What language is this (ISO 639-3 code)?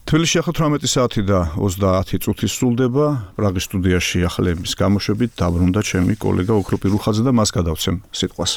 kat